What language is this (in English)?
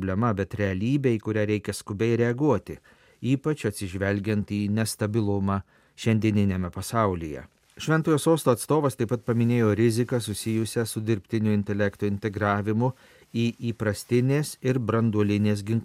Lithuanian